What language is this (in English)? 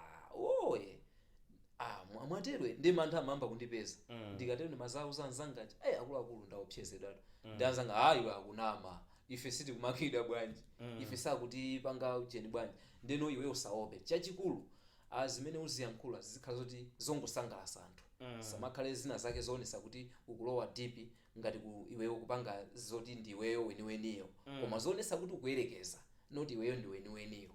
Nyanja